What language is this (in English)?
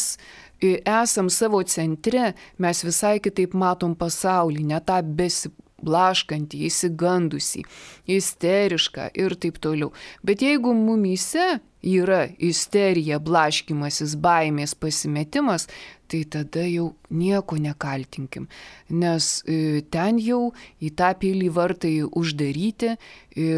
Lithuanian